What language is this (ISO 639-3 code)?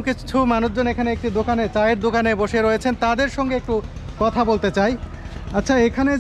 ben